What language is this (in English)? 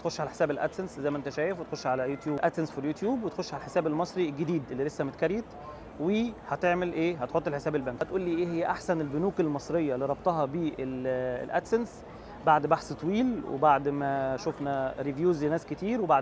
Egyptian Arabic